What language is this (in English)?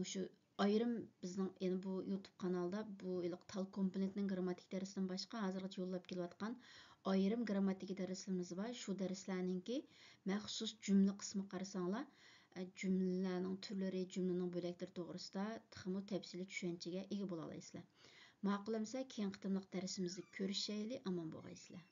Uyghur